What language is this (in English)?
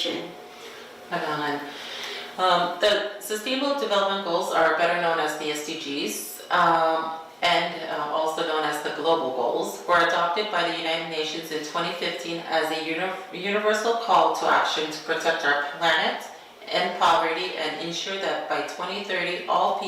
Pohnpeian